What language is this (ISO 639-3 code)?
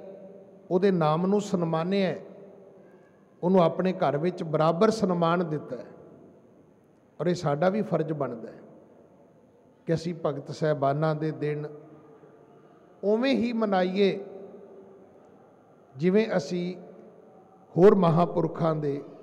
pan